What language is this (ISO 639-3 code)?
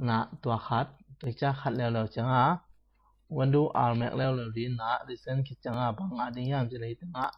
ctd